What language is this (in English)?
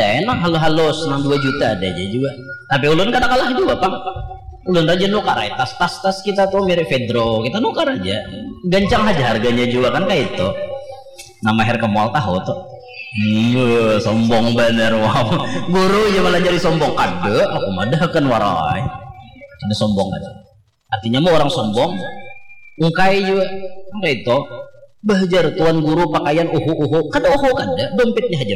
Banjar